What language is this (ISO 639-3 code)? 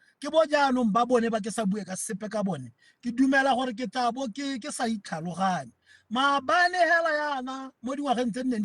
tsn